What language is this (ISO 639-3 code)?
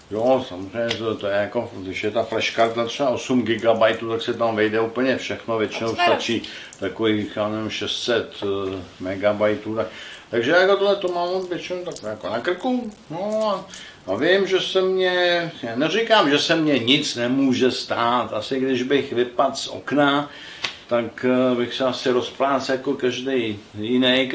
ces